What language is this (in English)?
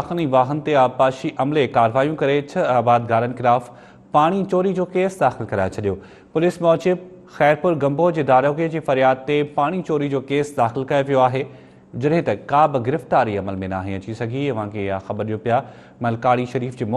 Sindhi